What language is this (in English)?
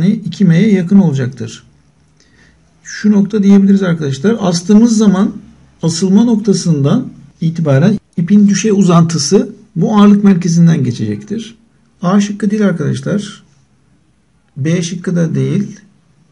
Turkish